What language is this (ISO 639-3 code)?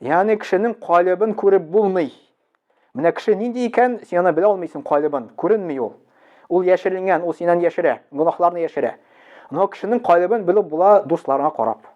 tat